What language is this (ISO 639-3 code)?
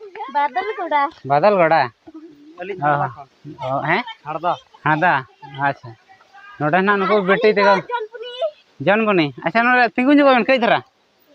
sat